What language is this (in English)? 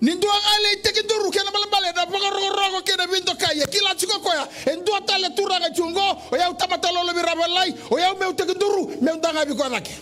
Fijian